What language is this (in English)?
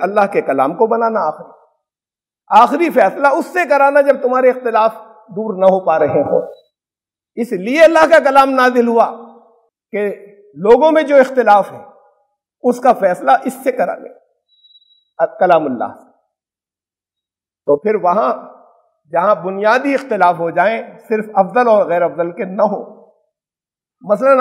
Urdu